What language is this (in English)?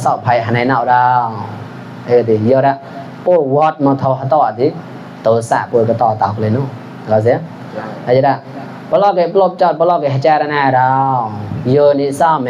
Mon